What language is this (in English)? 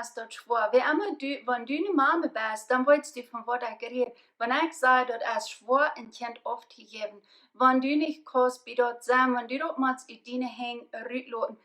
Plautdietsch